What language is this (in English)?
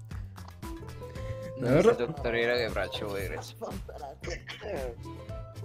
Croatian